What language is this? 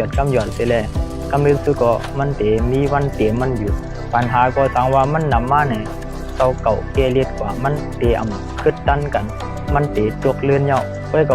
Shan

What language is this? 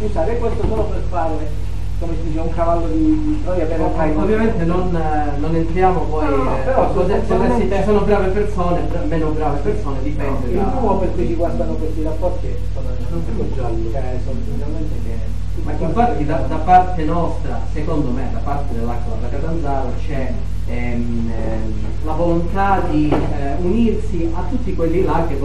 Italian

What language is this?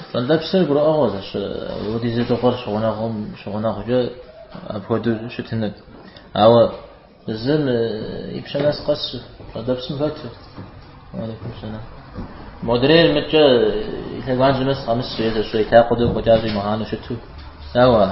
Kabardian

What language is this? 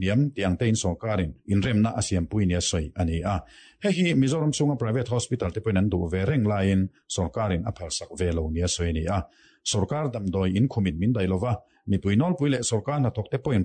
Mizo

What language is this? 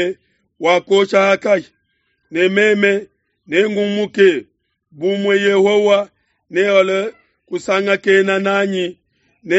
Luba-Lulua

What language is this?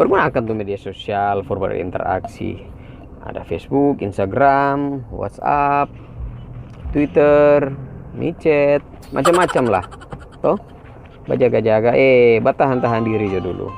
Manado Malay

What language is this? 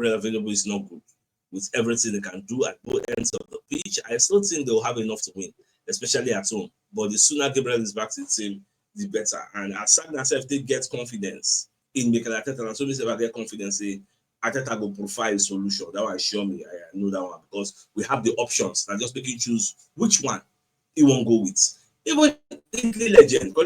Nigerian Pidgin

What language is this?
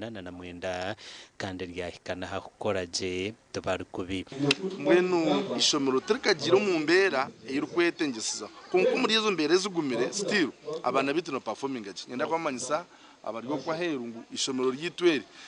Nyankole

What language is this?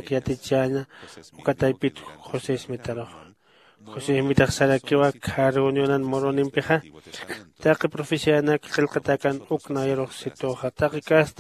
Aymara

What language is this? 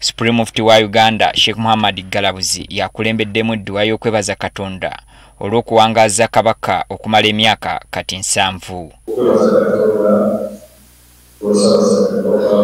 Ganda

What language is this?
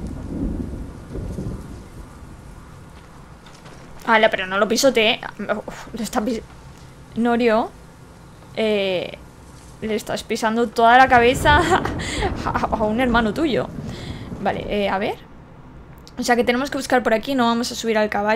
Spanish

